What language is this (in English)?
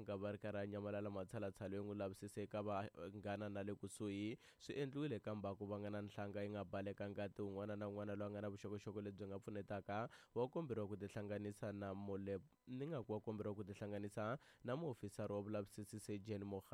Tsonga